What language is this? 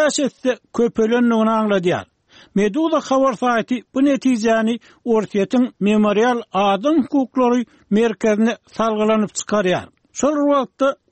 Turkmen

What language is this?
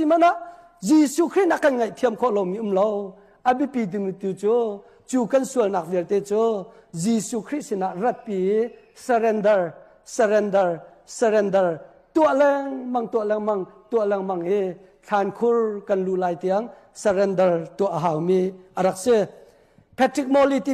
Hakha Chin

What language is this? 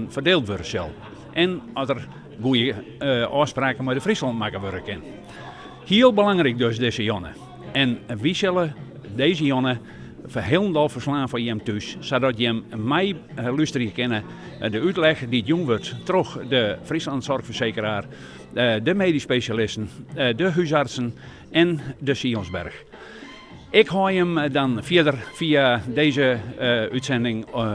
Western Frisian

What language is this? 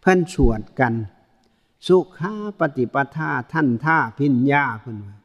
Northeastern Thai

